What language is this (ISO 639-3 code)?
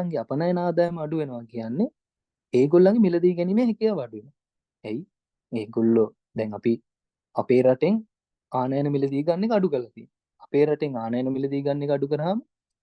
sin